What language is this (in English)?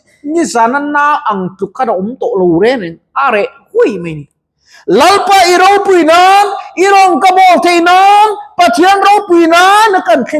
Mizo